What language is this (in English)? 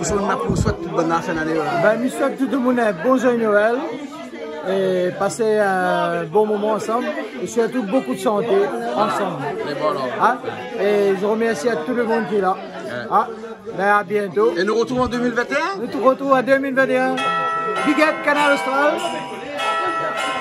Réunion Creole French